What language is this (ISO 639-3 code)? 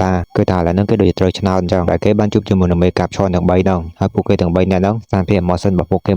khm